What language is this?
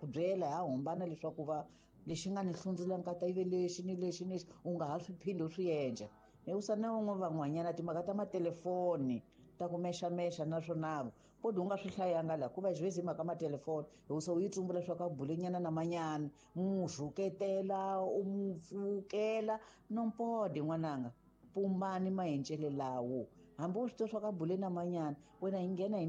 Tsonga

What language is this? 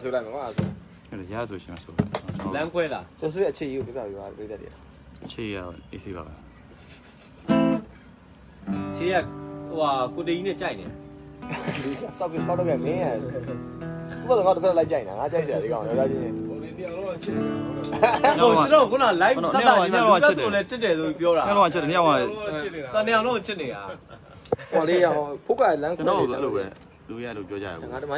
Burmese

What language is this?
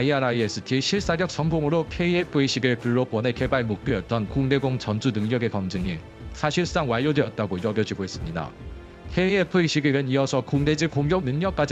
Korean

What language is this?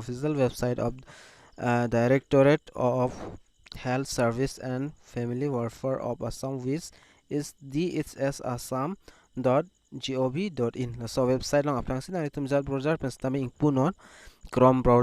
Karbi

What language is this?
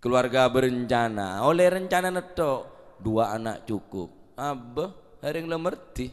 Madurese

